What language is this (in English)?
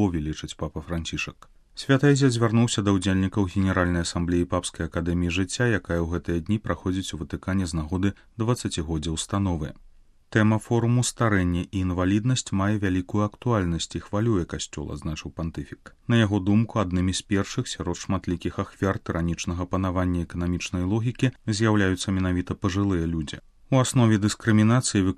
Belarusian